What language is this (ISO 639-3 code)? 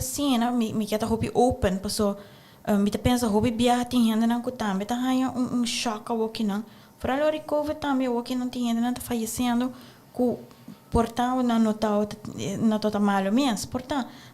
pap